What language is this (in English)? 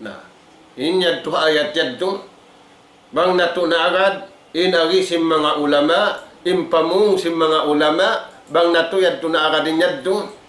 Tausug